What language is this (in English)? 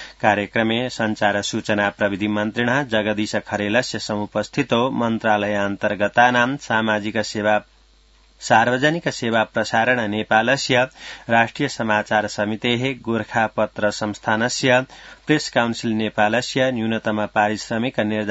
Sanskrit